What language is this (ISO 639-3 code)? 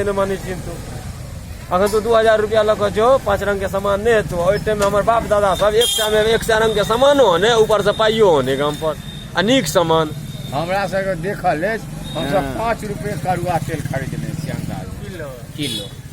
mai